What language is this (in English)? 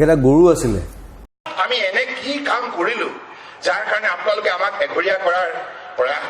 Assamese